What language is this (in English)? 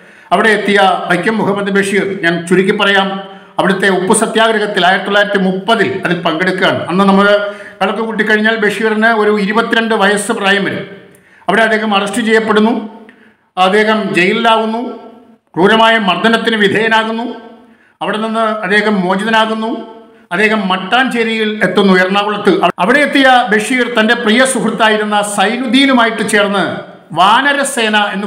Malayalam